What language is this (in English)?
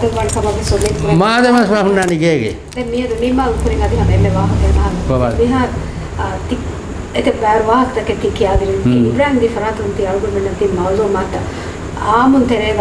Divehi